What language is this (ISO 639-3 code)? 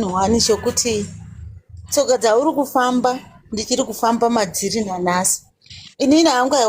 sna